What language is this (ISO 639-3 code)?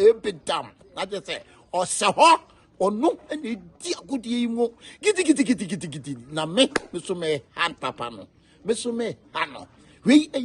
aka